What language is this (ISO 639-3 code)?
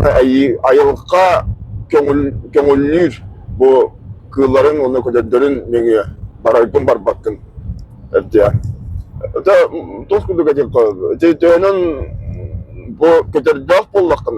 sah